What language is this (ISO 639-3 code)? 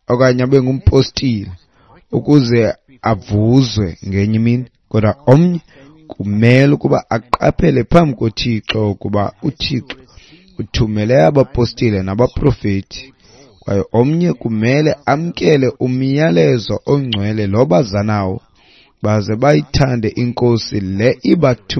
xho